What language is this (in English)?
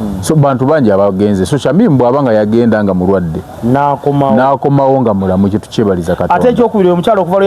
Ganda